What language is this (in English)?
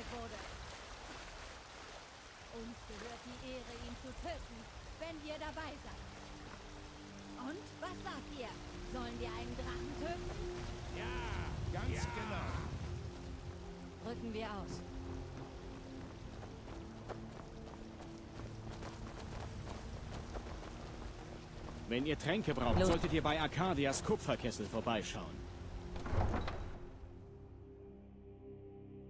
German